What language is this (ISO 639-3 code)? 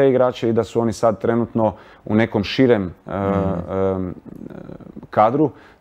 hrv